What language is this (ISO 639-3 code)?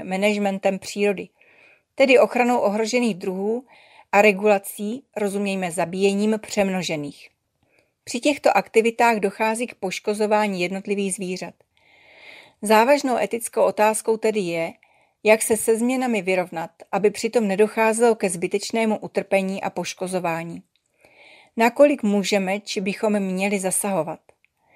ces